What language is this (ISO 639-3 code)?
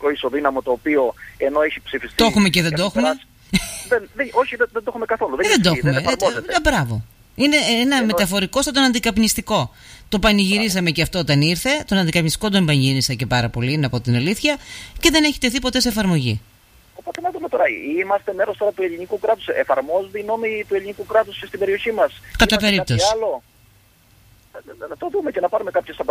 ell